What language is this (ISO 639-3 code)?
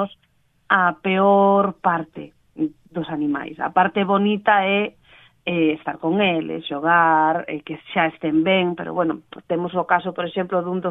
glg